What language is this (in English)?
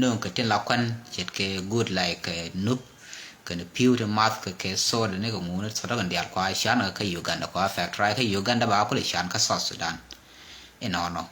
Nuer